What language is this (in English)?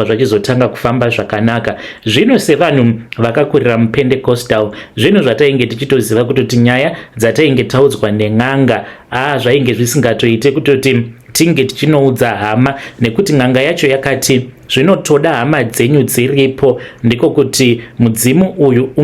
Shona